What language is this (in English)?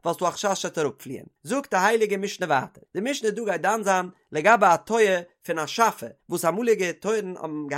Yiddish